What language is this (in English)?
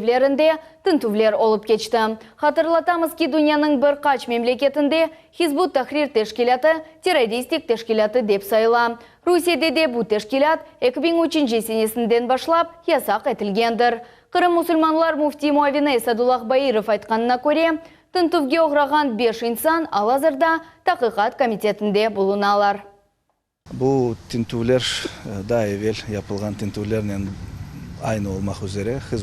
Crimean Tatar